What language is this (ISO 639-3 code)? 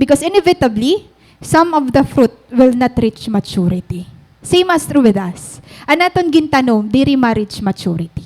war